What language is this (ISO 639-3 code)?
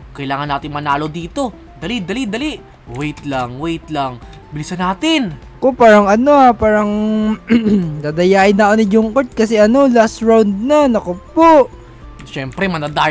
fil